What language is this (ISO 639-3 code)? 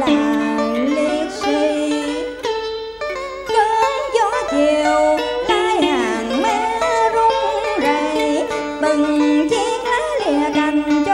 vie